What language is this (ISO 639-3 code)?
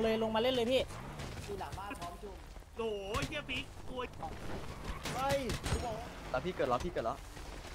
tha